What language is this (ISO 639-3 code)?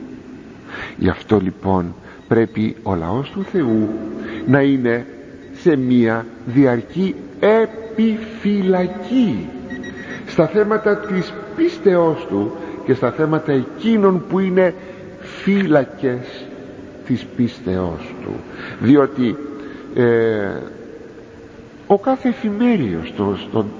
ell